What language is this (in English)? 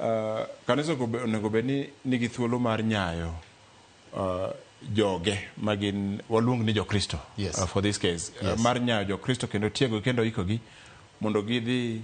Luo (Kenya and Tanzania)